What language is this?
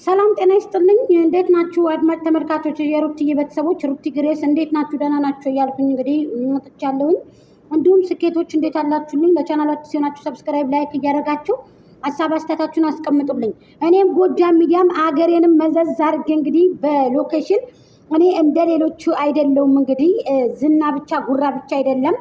Amharic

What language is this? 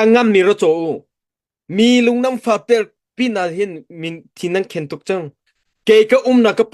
Hakha Chin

